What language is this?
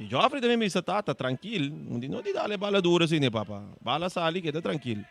Papiamento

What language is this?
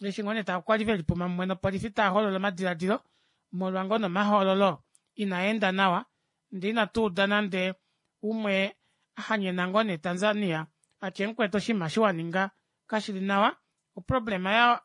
Kuanyama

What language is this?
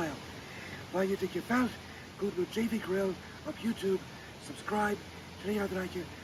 Plautdietsch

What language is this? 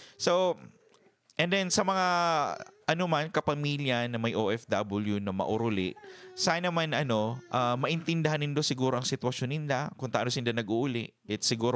Bikol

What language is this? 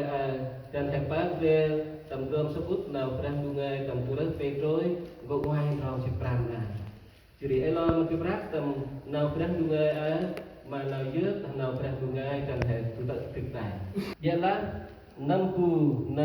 Central Mnong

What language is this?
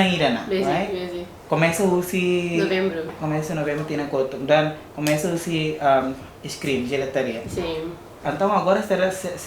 Tetum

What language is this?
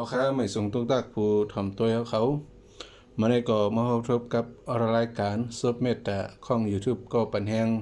Shan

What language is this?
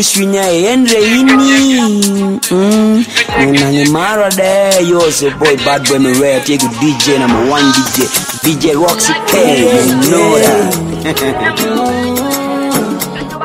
Swahili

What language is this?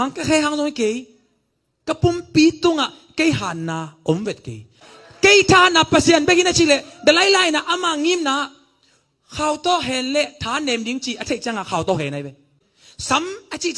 Tedim Chin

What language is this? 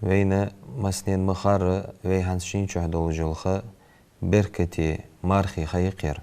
Ingush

